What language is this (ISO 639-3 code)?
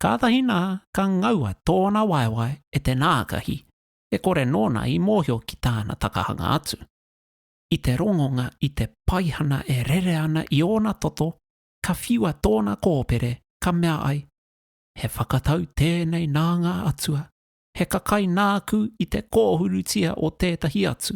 mri